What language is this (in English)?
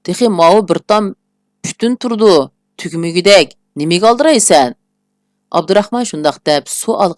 Uyghur